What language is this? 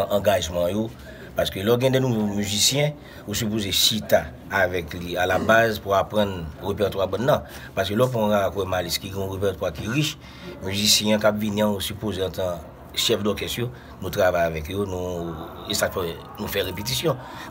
Haitian Creole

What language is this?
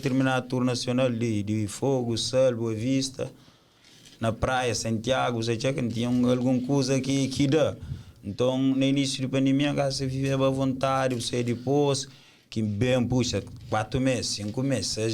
Kabuverdianu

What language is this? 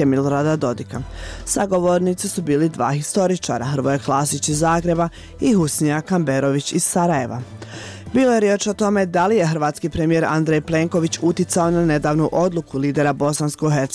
Bosnian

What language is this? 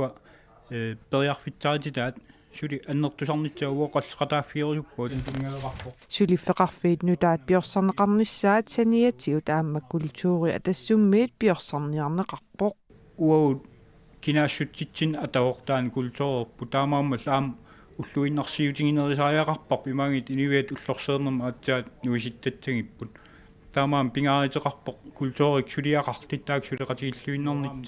Kalaallisut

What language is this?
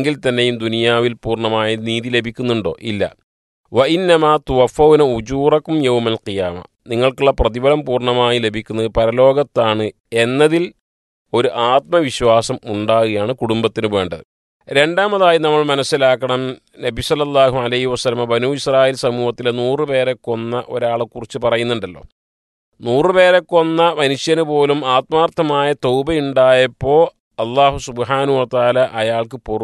Malayalam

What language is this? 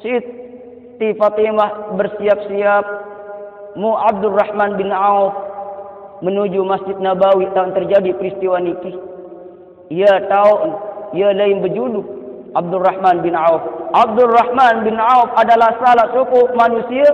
Sasak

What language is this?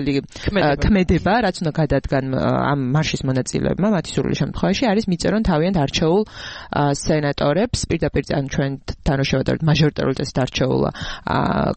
Georgian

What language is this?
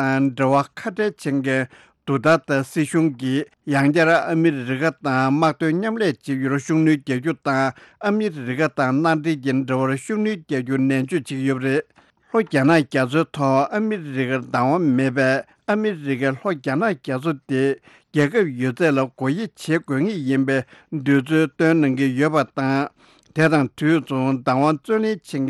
Tibetan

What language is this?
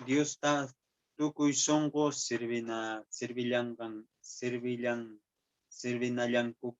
Quechua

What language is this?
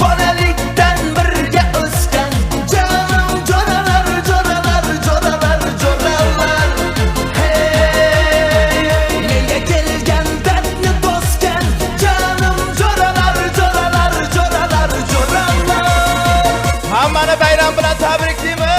Kara-Kalpak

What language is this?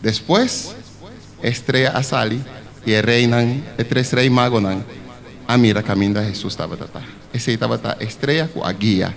Papiamento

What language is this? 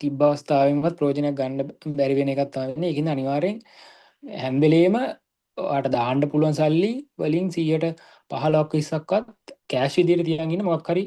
Sinhala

